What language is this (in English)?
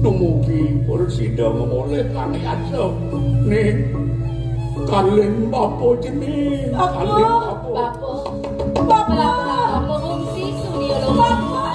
Balinese